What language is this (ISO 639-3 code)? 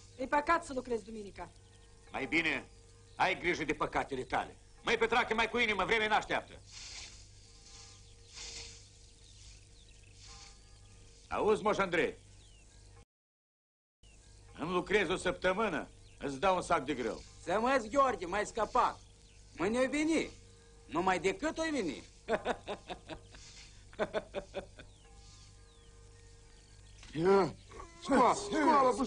ron